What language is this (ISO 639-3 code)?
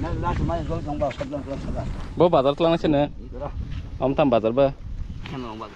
trp